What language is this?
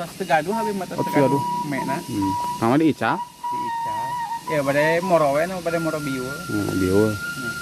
Sundanese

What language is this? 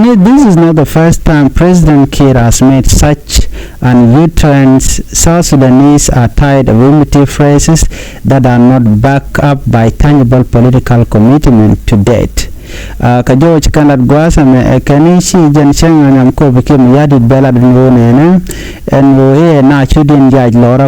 Nuer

